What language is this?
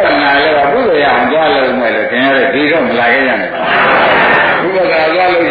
Burmese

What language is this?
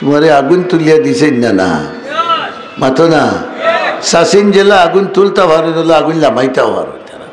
Sylheti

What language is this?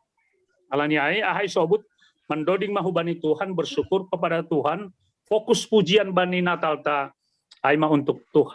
Batak Simalungun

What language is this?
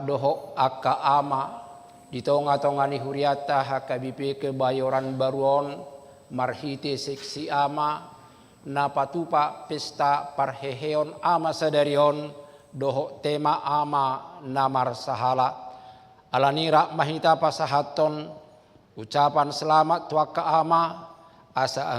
Batak Toba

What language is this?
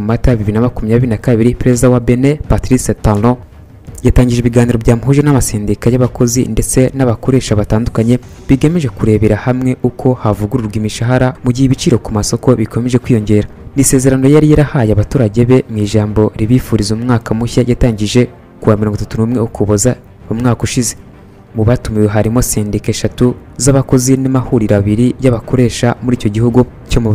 Kinyarwanda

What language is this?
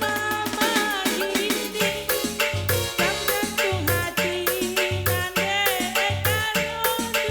Batak Karo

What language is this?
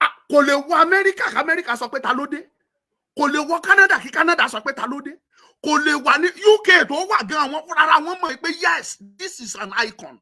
Yoruba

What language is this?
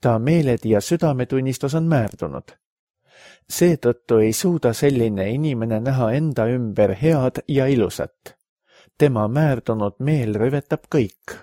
Estonian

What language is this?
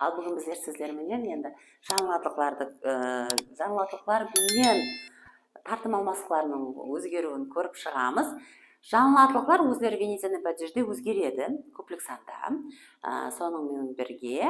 Kara-Kalpak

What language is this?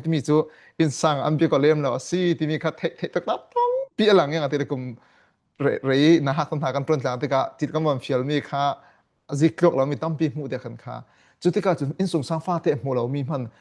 Falam Chin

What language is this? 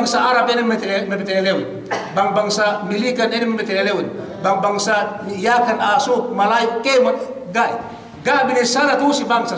Yakan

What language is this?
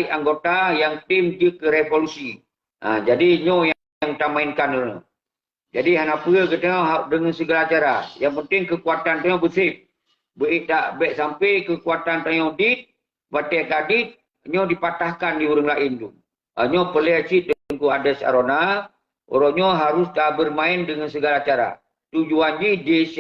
Achinese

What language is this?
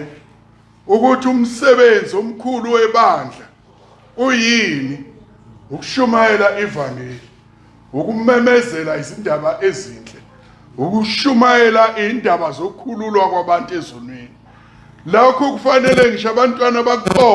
Zulu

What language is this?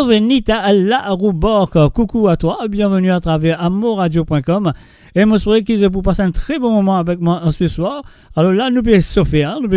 Morisyen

